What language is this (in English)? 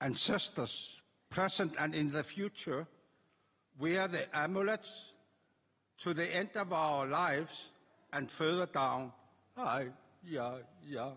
Kalaallisut